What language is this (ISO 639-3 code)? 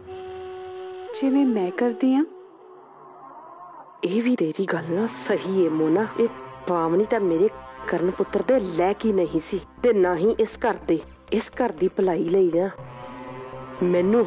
pan